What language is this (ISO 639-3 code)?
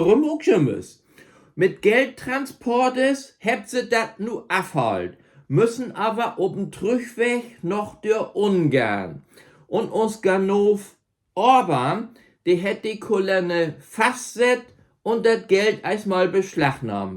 nds